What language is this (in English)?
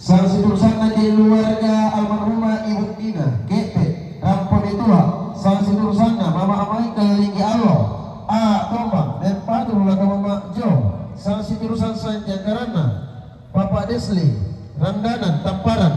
Toraja-Sa'dan